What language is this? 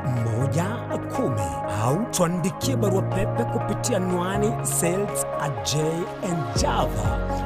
Gusii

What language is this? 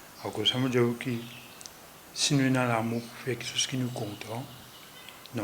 Morisyen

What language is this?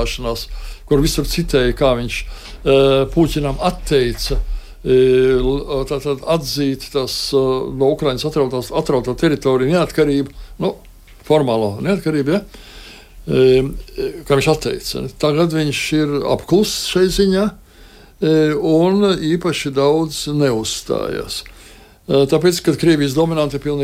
Latvian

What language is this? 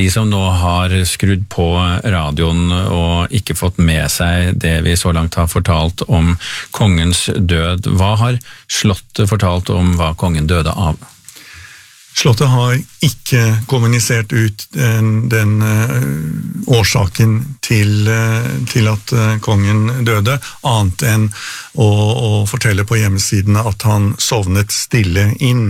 Norwegian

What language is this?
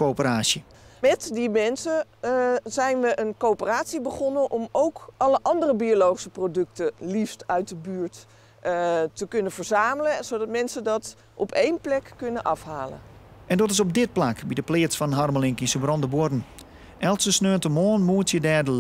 Western Frisian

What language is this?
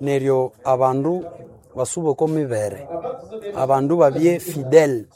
Nande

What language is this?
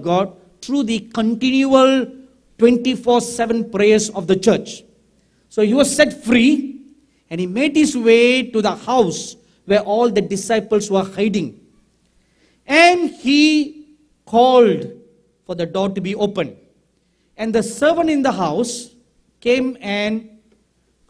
English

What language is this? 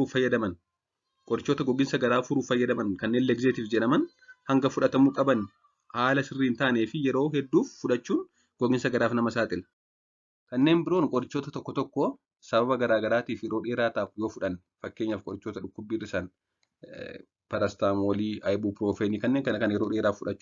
Oromo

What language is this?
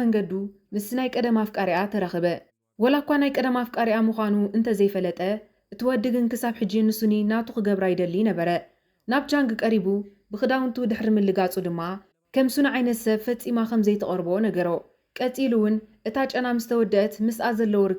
Tigrinya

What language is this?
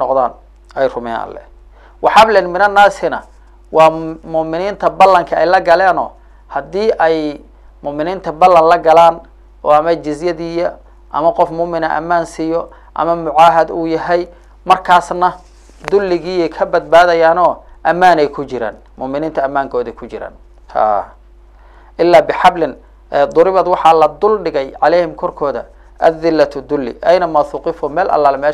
Somali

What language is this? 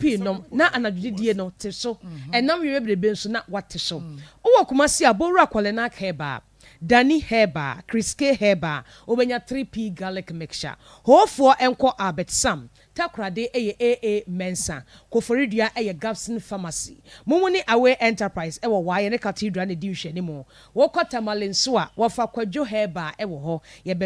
Akan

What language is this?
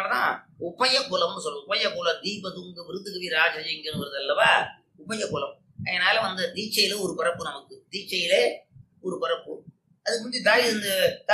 Tamil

